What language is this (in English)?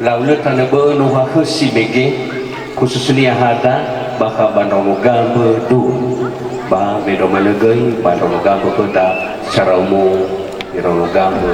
Nias